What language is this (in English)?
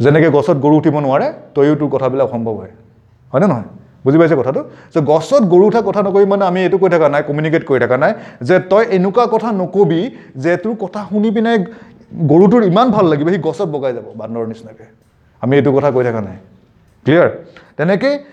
Assamese